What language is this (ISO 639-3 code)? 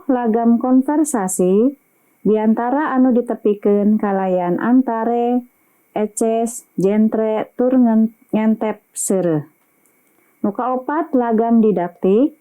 sun